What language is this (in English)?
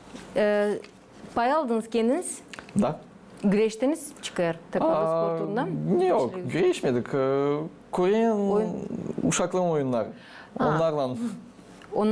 Gagauz